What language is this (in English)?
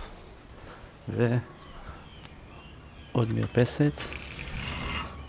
Hebrew